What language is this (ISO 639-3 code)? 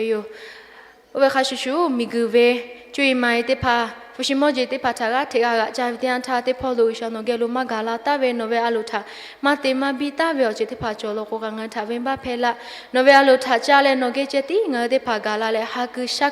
lhu